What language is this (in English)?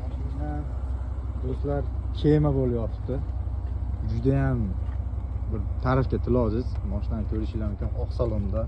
Uzbek